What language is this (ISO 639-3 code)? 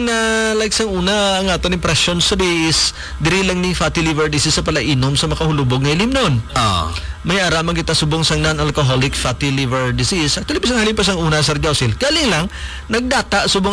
hil